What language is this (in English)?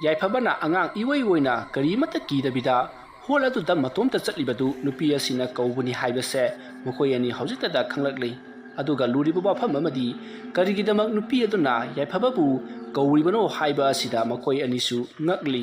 Manipuri